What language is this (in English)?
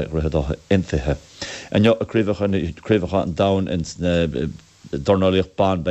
Irish